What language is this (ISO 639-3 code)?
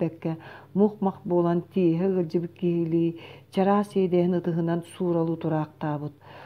sah